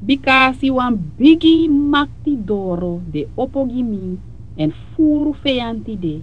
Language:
Sranan Tongo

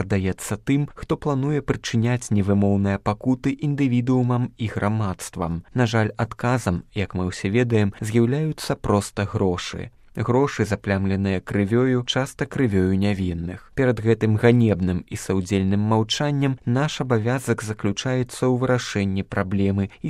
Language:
Belarusian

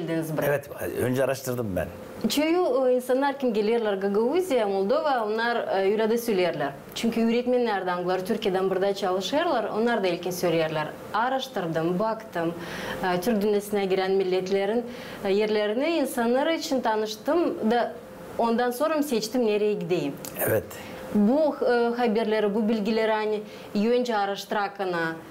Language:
Gagauz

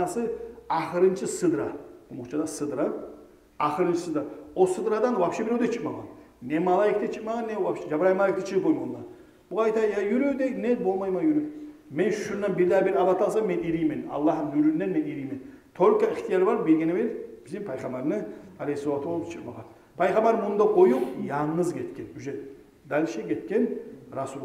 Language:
Kumyk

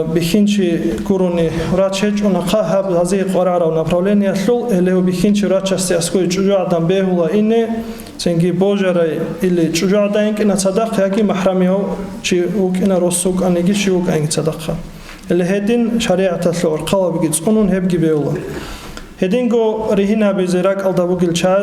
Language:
Avaric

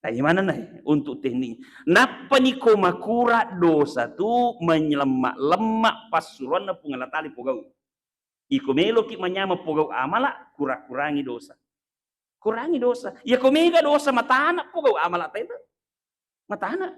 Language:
Buginese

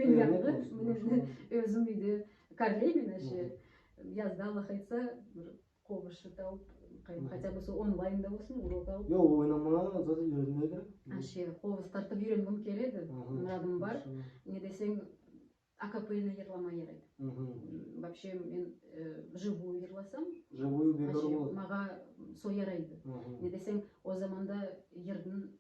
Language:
Nogai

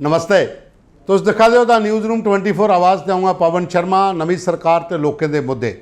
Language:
Dogri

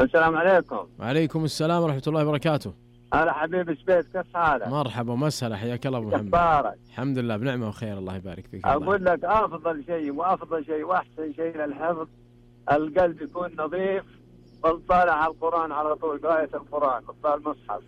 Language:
Najdi Arabic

